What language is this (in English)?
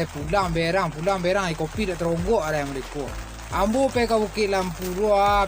Minangkabau